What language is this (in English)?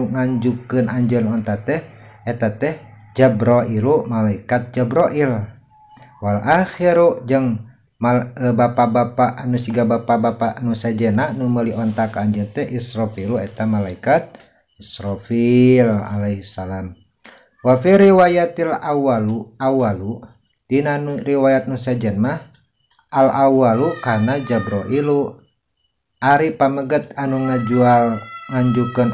Sundanese